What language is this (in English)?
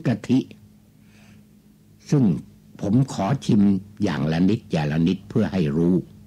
Thai